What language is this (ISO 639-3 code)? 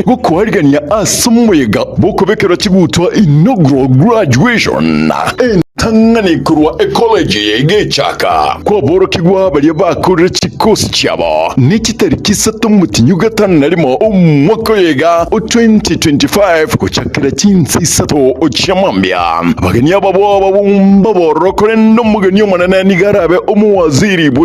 guz